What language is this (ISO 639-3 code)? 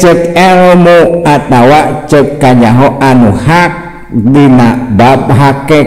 sun